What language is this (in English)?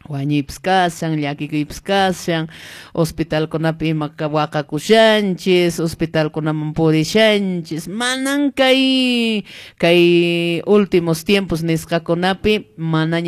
Quechua